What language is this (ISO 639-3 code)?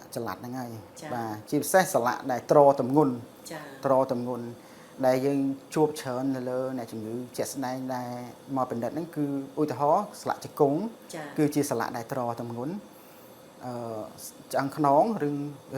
khm